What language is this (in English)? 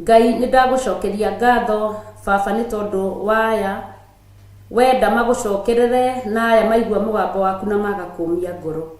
Kikuyu